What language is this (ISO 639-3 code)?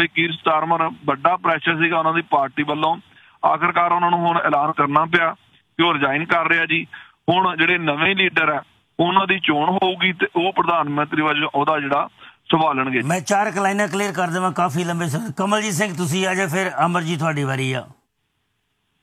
pan